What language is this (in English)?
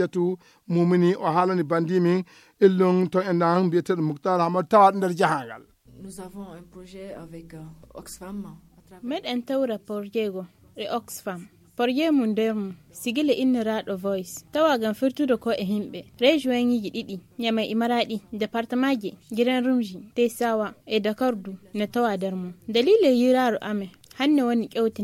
Fula